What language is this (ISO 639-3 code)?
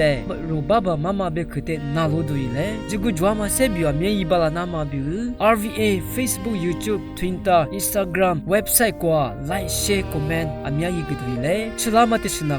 lis